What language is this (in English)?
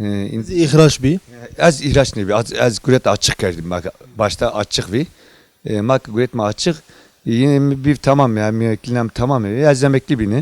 Zaza